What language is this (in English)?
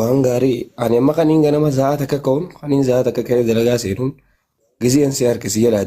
Oromo